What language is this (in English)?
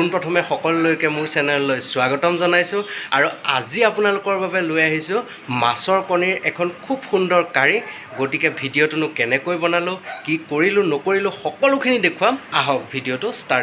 Assamese